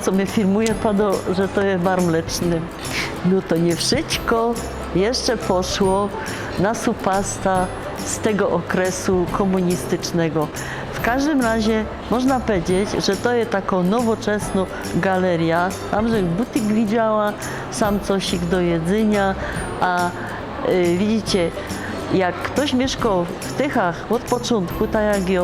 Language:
Silesian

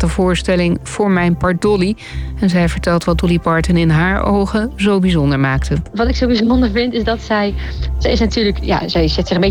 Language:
Dutch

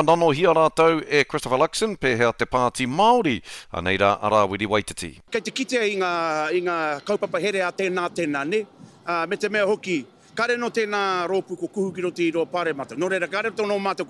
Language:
Māori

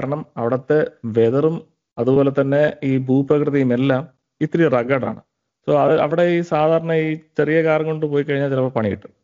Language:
Malayalam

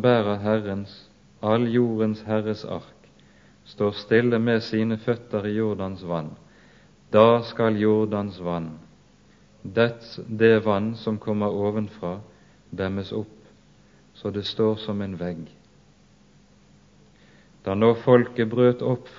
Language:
Norwegian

